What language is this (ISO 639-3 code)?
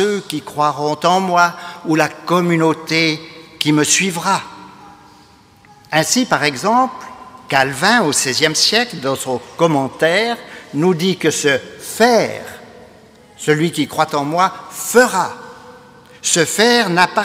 fra